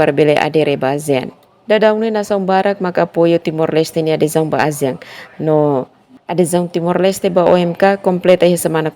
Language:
Tetum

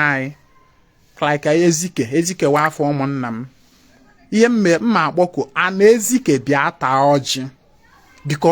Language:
Igbo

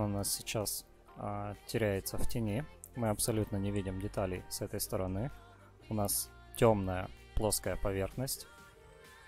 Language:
Russian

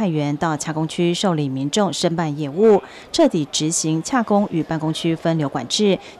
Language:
Chinese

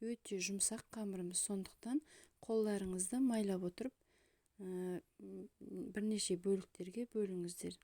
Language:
Kazakh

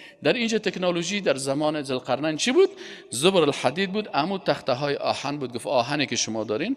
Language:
Persian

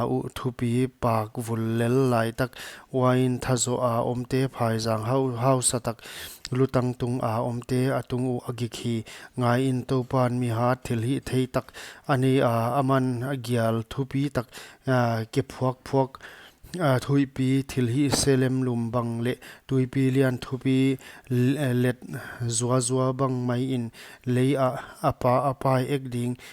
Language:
Paite Chin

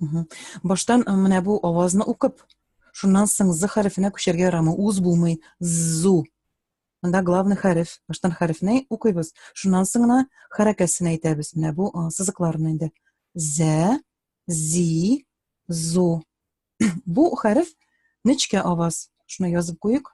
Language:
Tatar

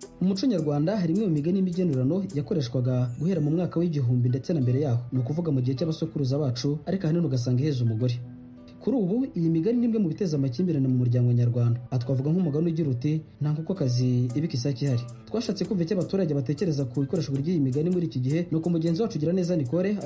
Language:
Kinyarwanda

